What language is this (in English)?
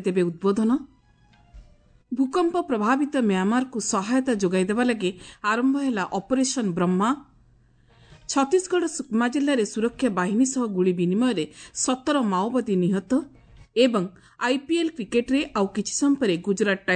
Odia